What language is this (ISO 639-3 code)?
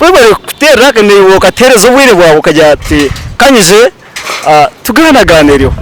nyn